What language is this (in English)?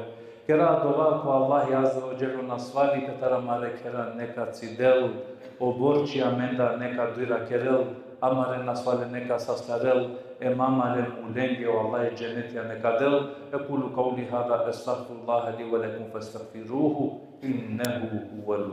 Balkan Romani